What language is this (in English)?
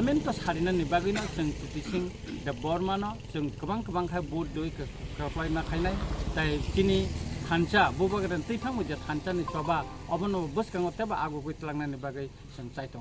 Kok Borok